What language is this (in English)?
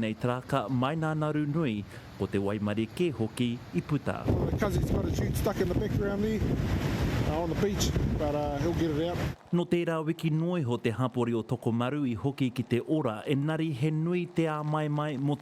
Māori